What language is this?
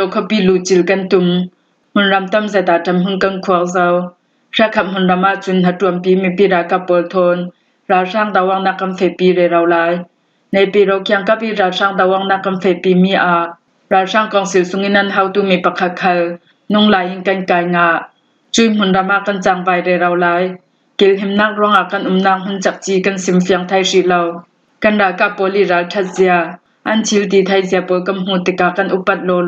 Falam Chin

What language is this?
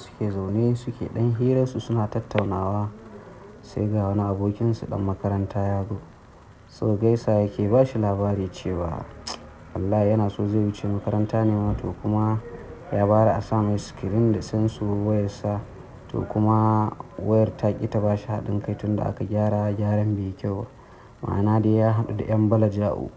Hausa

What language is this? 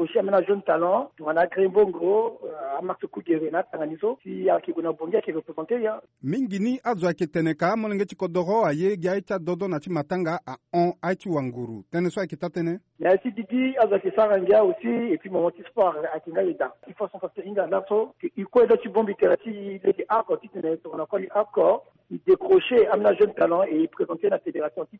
Sango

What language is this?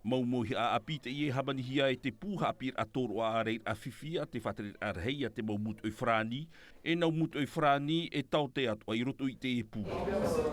Tahitian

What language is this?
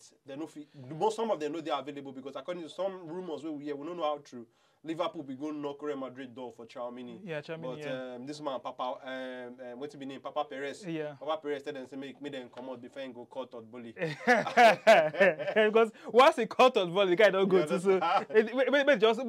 Nigerian Pidgin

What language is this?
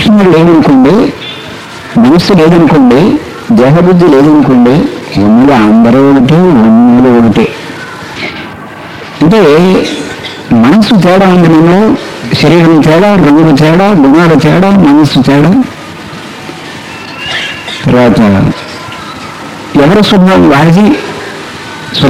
Telugu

